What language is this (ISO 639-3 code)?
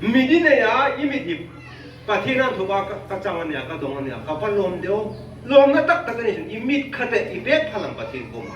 hmr